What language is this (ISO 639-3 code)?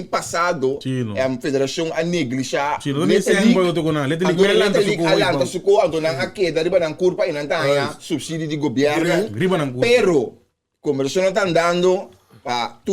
pap